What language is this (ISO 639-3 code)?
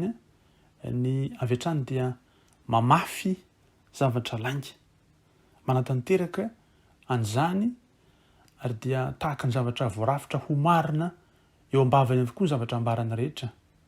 mlg